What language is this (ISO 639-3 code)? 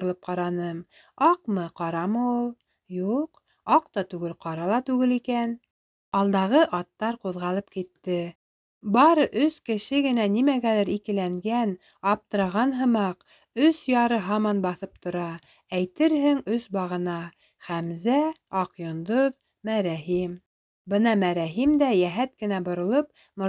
bak